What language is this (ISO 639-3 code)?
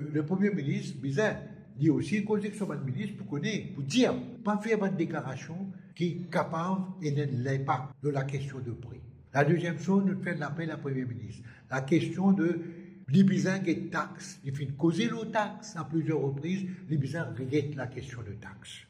mfe